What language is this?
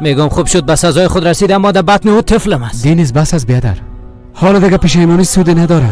Persian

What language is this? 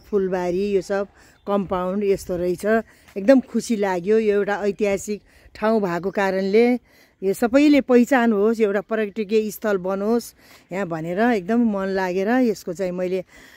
Nepali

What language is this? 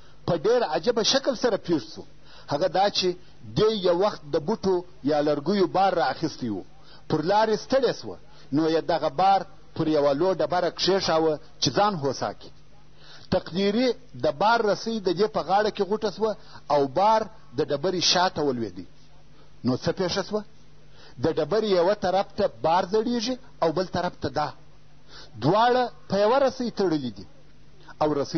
Pashto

